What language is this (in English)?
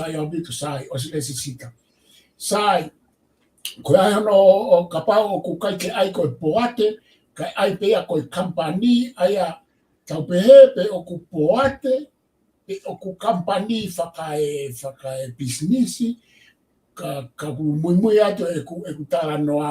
Tongan